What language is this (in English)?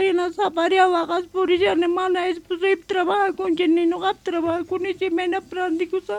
South Bolivian Quechua